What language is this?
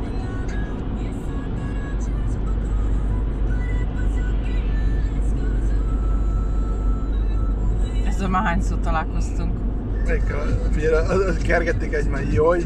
Hungarian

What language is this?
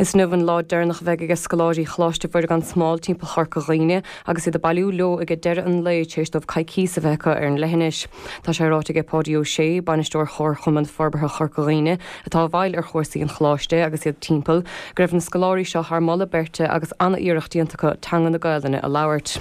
Irish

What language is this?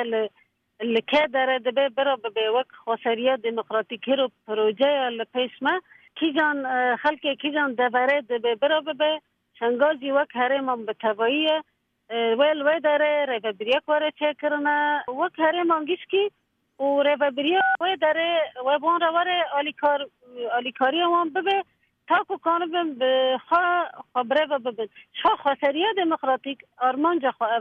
Kurdish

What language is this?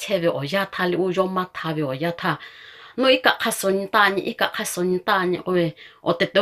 Lahu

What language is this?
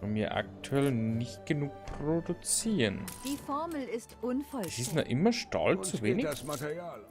Bavarian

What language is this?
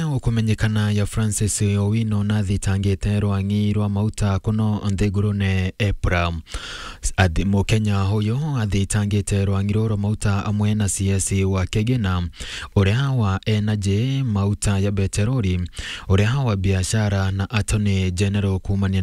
Meru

